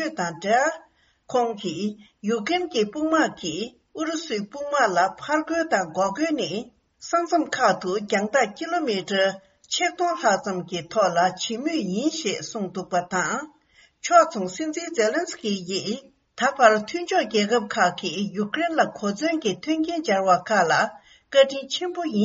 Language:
Tibetan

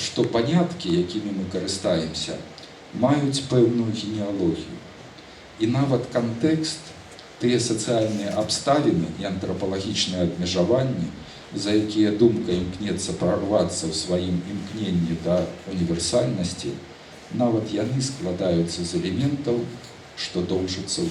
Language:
Belarusian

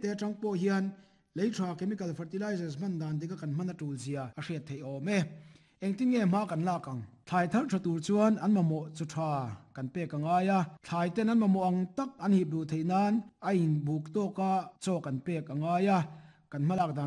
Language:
Mizo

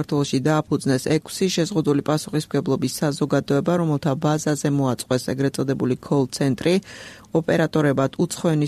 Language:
Georgian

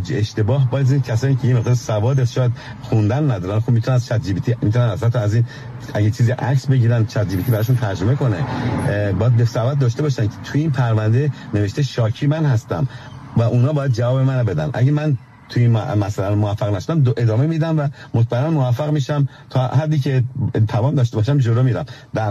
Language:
Persian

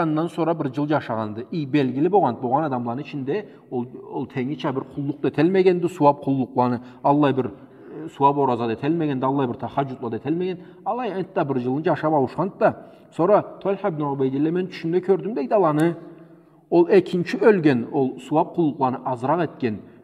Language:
Karachay-Balkar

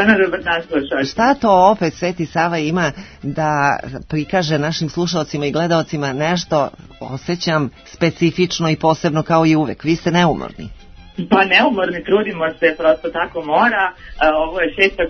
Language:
Serbian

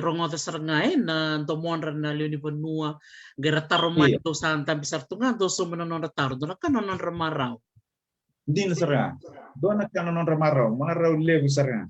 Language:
Fijian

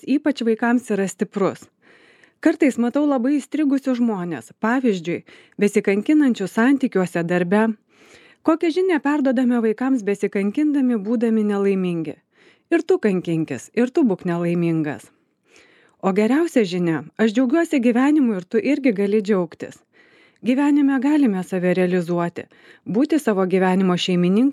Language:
Lithuanian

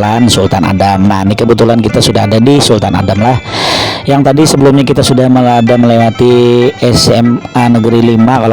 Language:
Banjar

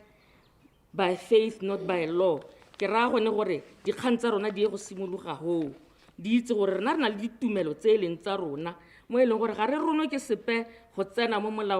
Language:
Tswana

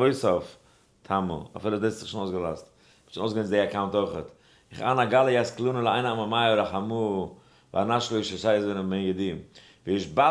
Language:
Yiddish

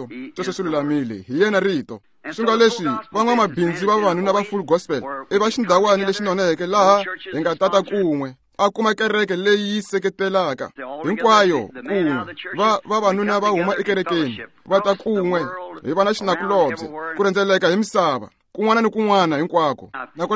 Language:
Tsonga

